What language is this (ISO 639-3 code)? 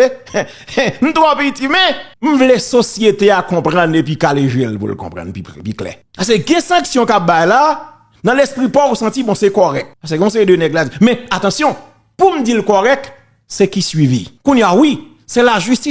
hat